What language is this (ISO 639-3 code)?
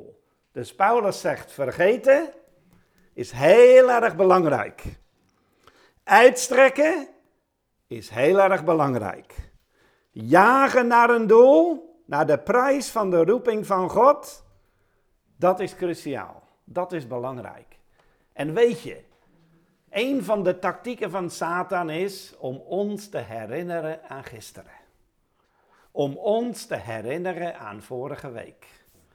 nld